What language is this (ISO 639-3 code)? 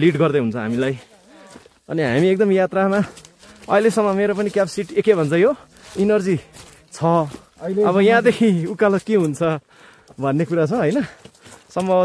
nep